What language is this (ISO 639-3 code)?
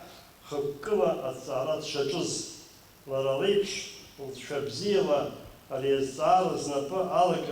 abk